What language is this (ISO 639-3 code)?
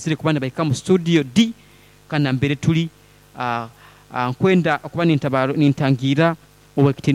nyo